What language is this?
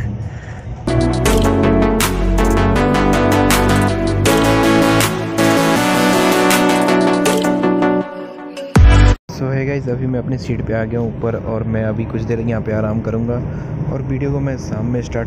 Hindi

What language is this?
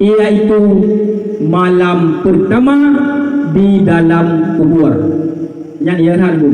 Achinese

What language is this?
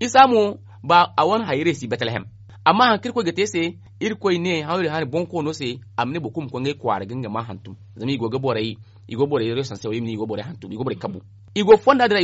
Zarma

